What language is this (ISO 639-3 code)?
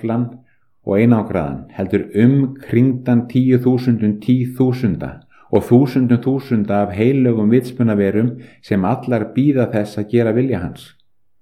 isl